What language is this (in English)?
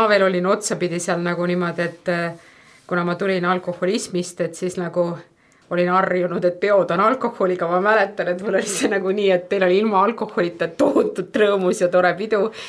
Estonian